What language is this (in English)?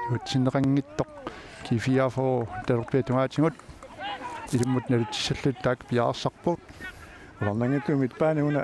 Kalaallisut